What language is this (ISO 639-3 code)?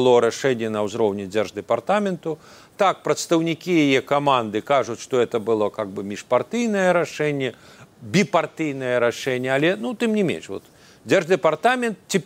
bel